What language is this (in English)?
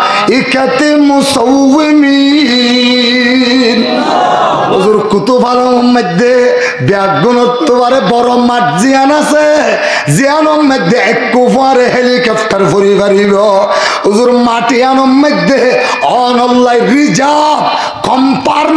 Rohingya